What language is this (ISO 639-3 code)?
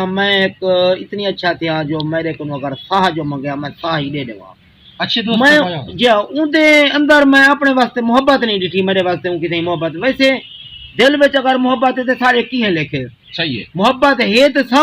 skr